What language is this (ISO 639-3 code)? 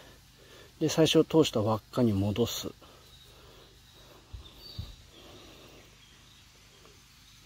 jpn